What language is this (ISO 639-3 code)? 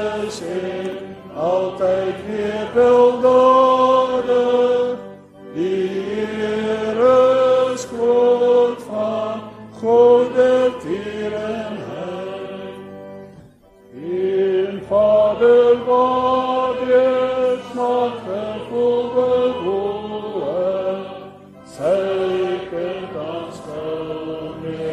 afr